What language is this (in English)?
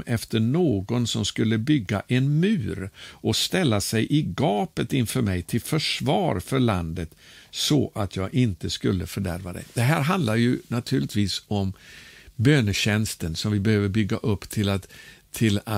Swedish